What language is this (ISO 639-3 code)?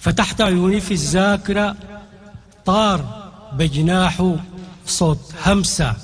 apd